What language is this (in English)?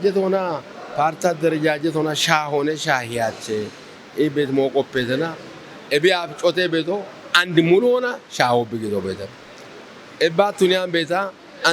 Kafa